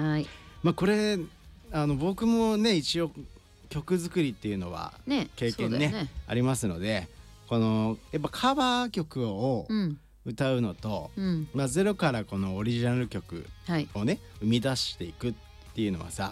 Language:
Japanese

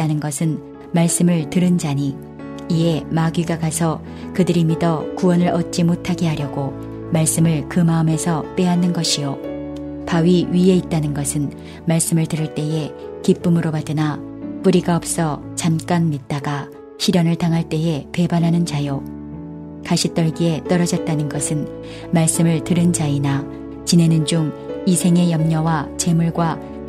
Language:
Korean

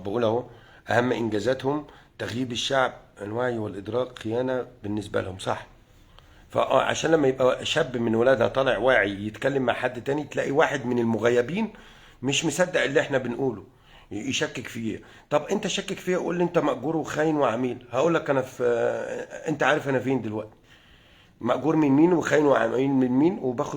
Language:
Egyptian Arabic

